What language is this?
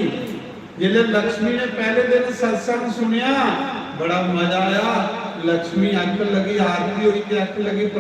Dogri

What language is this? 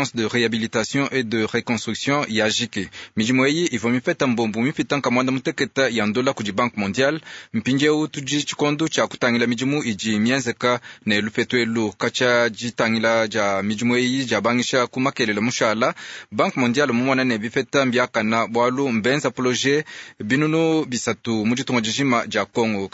Luba-Lulua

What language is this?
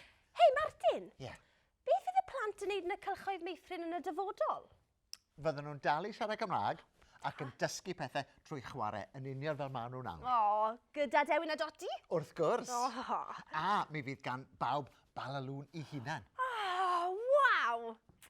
Welsh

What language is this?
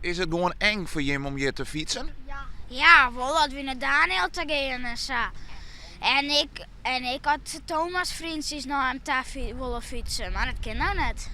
Western Frisian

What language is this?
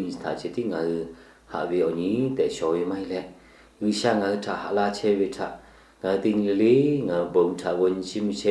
Lahu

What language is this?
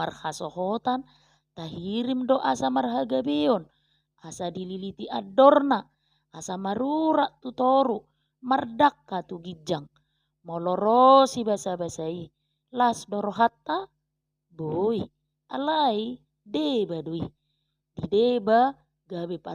Batak Toba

